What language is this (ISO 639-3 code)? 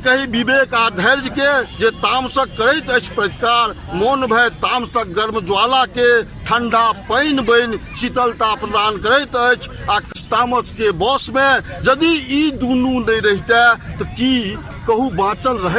mai